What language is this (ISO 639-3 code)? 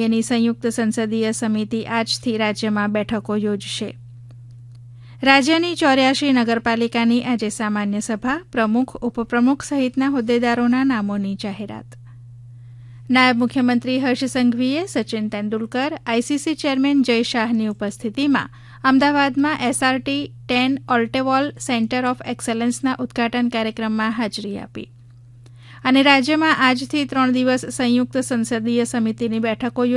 guj